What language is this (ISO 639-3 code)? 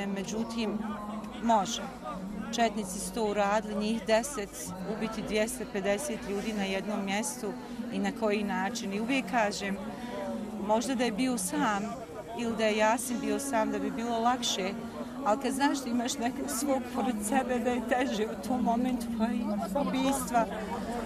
bos